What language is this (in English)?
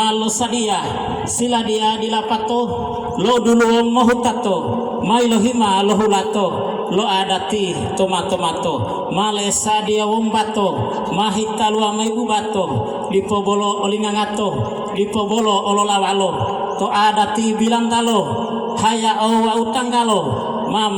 Gorontalo